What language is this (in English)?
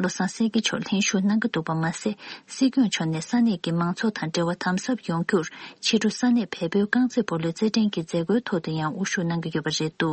Tibetan